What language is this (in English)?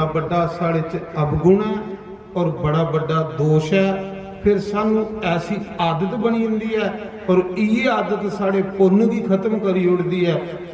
Dogri